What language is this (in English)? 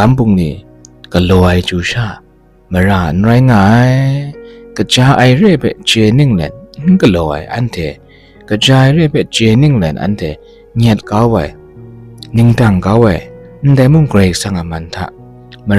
Kachin